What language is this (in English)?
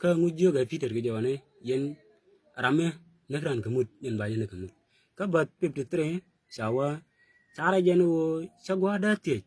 Nuer